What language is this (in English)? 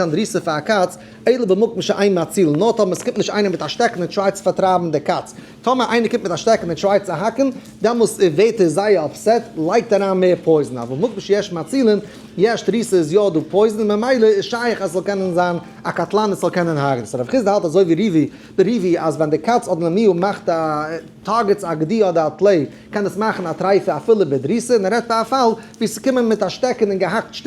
Yiddish